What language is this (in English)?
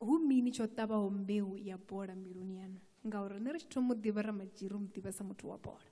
Venda